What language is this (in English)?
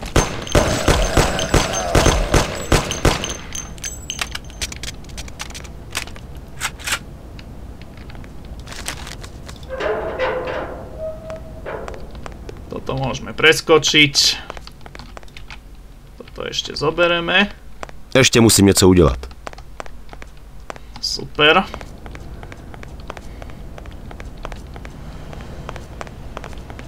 Slovak